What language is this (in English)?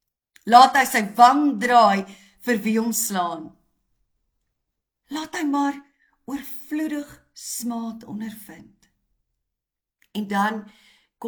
Afrikaans